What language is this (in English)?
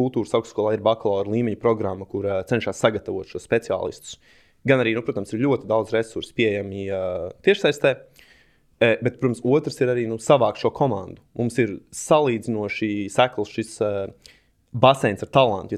Latvian